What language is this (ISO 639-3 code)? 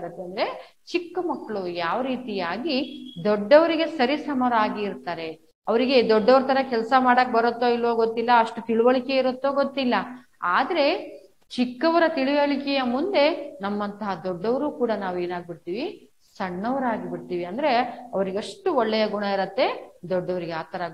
kan